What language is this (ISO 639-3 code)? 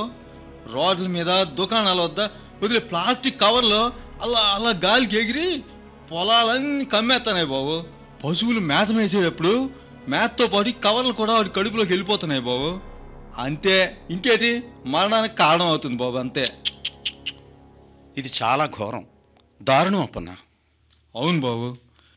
tel